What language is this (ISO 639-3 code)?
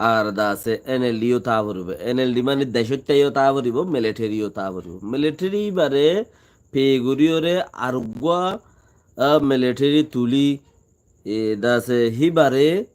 rhg